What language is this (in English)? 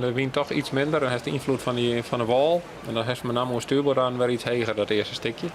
Western Frisian